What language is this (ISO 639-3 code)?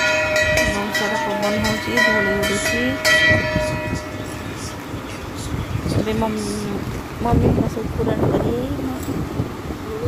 ori